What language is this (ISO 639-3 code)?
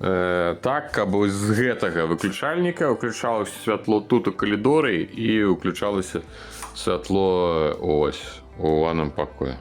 bel